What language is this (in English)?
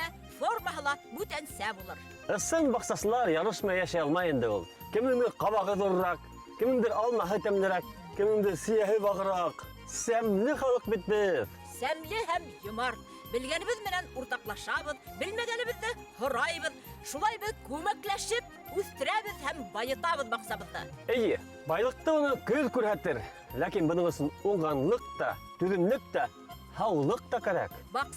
Bashkir